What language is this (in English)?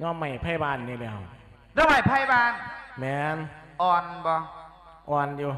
Lao